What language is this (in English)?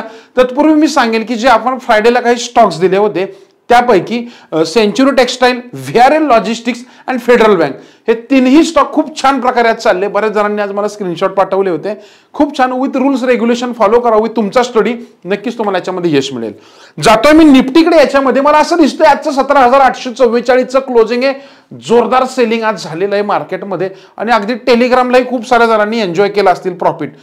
Marathi